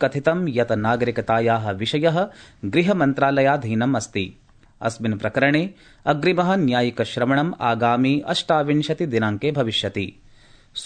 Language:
Sanskrit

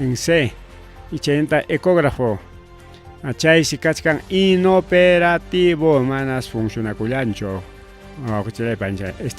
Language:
Ayacucho Quechua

